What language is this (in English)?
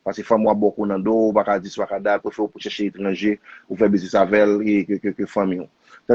Haitian Creole